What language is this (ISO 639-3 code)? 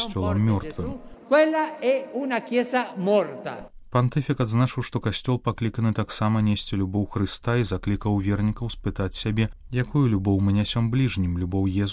bel